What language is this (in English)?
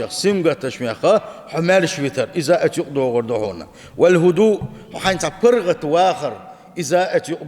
Chechen